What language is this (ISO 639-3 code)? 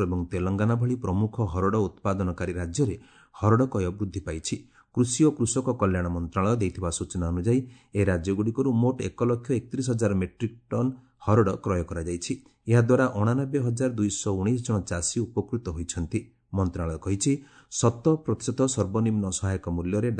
ori